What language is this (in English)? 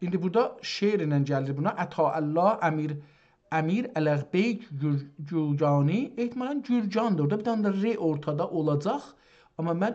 South Azerbaijani